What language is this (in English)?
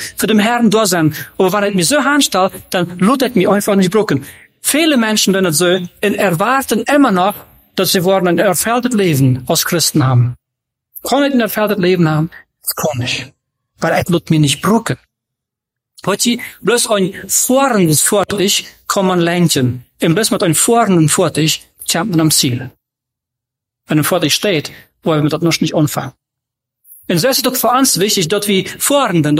German